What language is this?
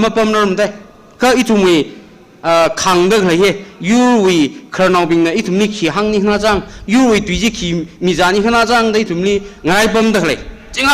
Tangkhul Naga (India)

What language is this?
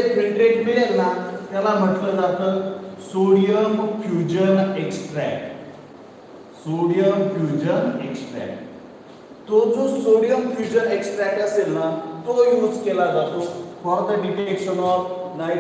Marathi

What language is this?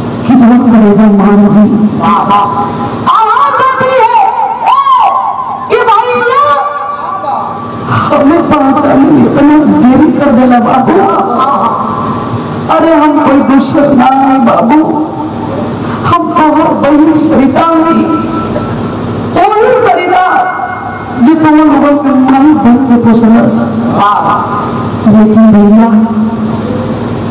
Bhojpuri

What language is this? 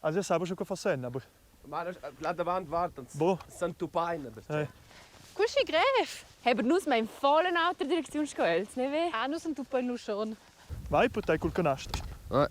Romansh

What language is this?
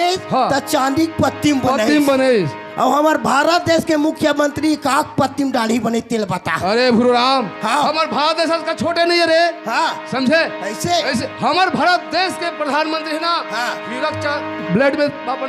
Chhattisgarhi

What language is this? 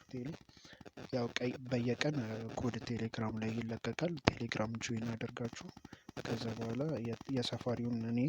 Amharic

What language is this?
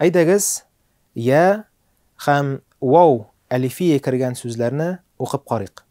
Tatar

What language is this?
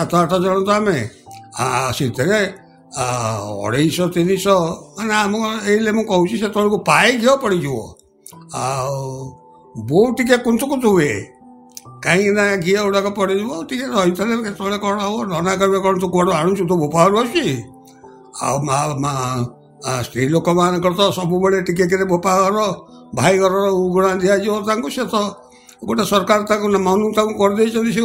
Odia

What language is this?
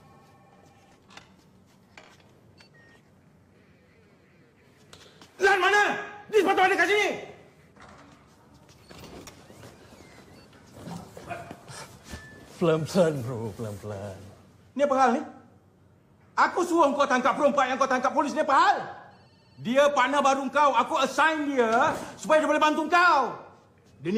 Malay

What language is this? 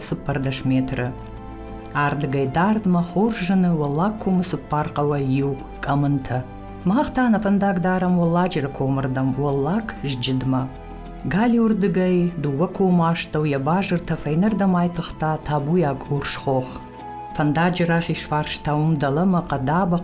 Ossetic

